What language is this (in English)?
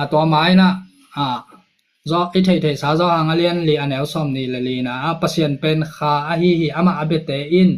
Tedim Chin